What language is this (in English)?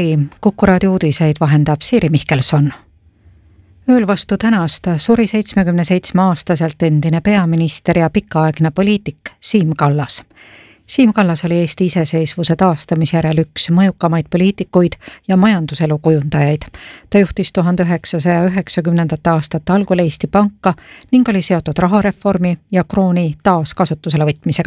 Estonian